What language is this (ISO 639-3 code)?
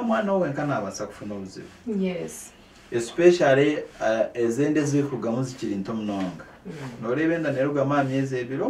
nyn